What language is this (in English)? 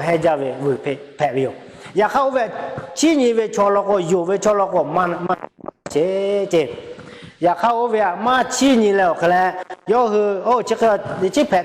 Lahu